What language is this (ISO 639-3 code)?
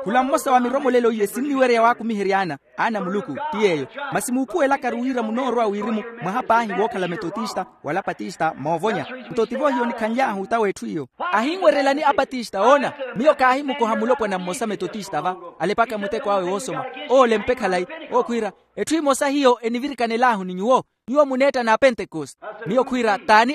vmw